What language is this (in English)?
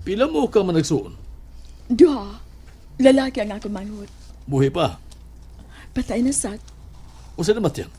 Cebuano